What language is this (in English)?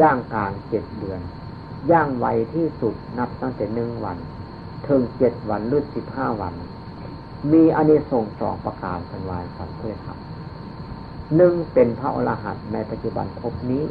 Northeastern Thai